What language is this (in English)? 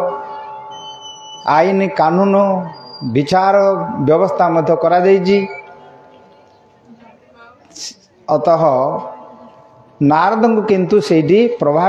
Odia